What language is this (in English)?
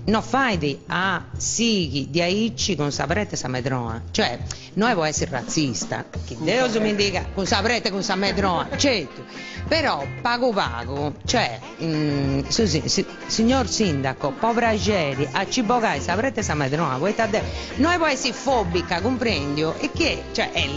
Sardinian